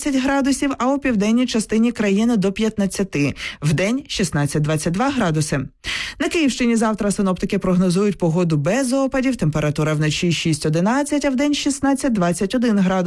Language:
Ukrainian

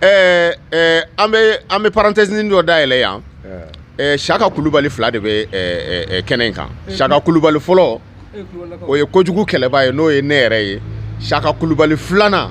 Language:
Bambara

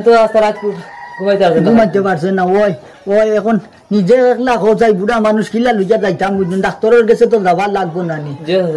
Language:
Sylheti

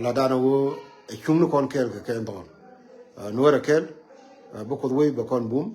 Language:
Nuer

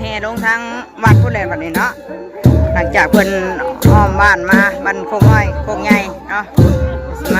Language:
Northeastern Thai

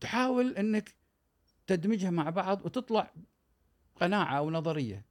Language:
Gulf Arabic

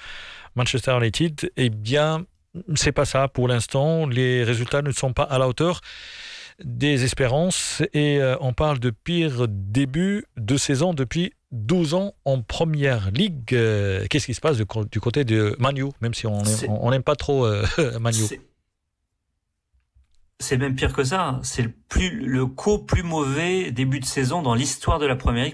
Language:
French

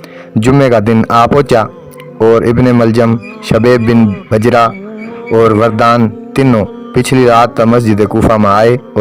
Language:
Haryanvi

